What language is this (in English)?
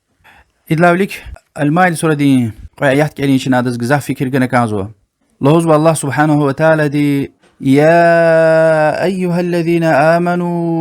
Lezghian